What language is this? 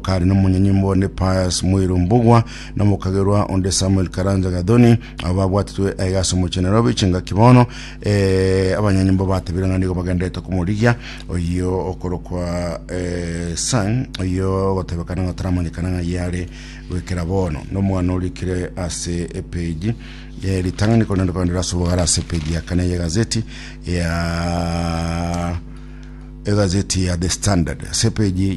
Gusii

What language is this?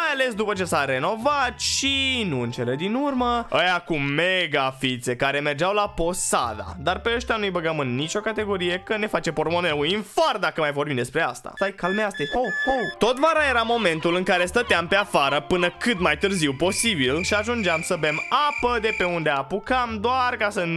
Romanian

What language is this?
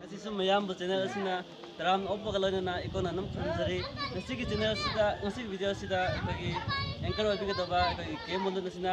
Manipuri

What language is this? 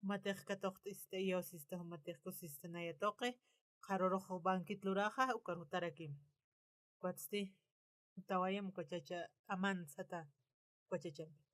Aymara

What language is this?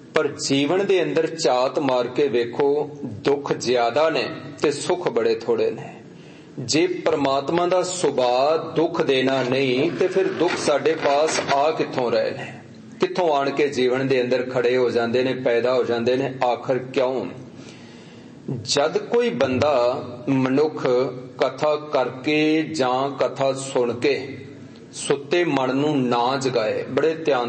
Punjabi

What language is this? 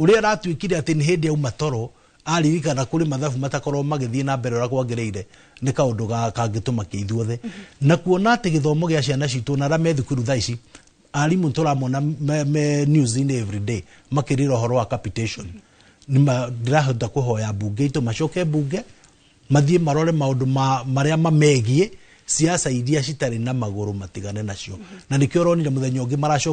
Kikuyu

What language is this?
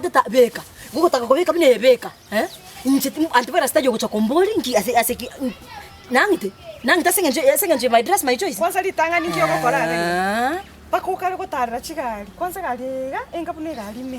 Gusii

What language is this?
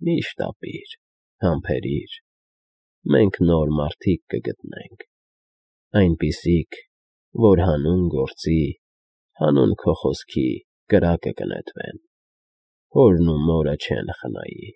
Armenian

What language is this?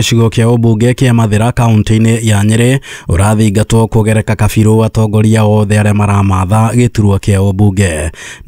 Kikuyu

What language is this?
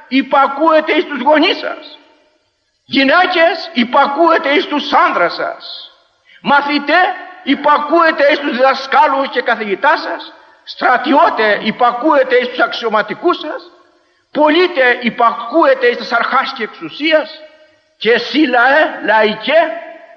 Greek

